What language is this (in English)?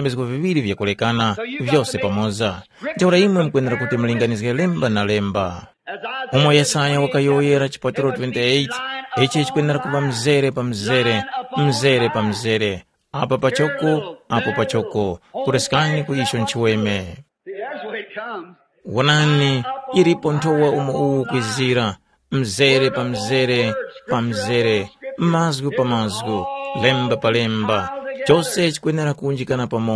Tumbuka